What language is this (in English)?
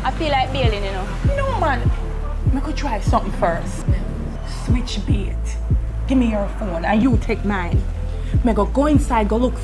Jamaican Creole English